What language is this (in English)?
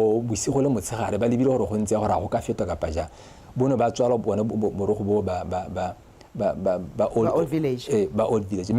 Tswana